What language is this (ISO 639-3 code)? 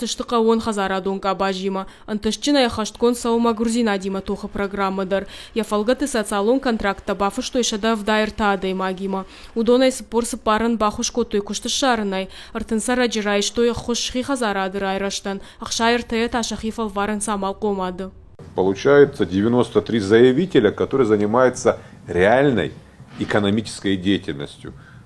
oss